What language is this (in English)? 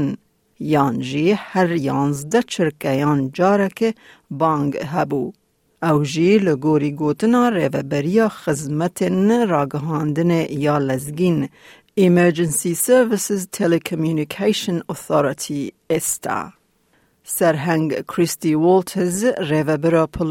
Kurdish